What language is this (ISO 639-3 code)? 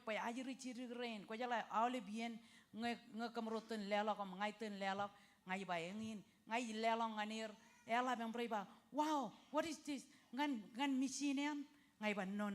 mah